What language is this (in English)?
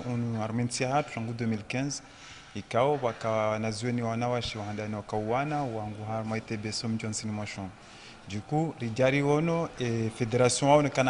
Ngazidja Comorian